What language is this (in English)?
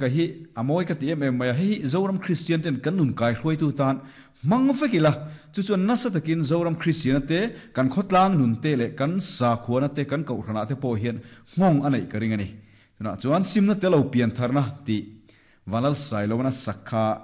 Mizo